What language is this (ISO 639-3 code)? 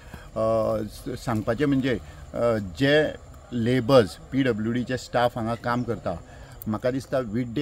kok